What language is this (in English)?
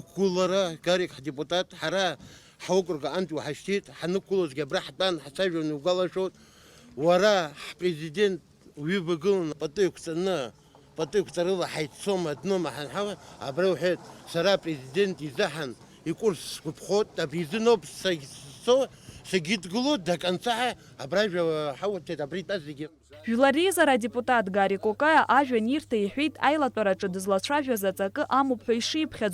Abkhazian